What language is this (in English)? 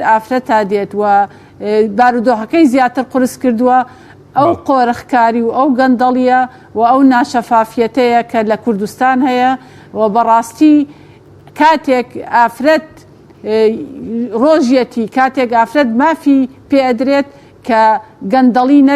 Central Kurdish